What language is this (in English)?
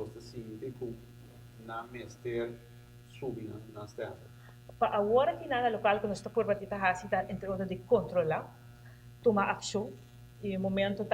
Papiamento